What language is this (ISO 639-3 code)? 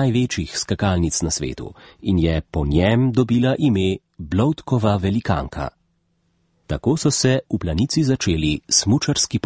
slv